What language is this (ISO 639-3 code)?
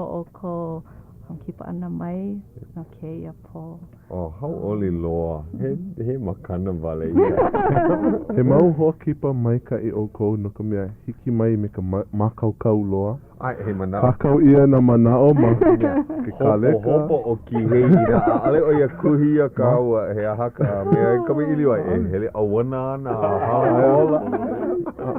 haw